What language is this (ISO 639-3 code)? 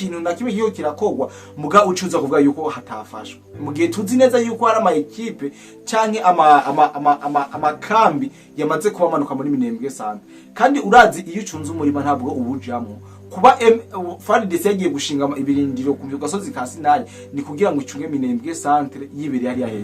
run